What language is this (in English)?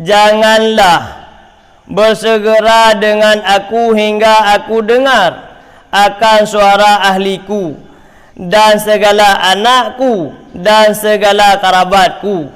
Achinese